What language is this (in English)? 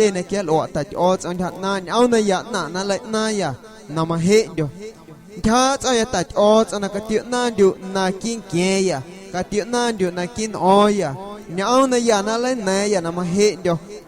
Guerrero Amuzgo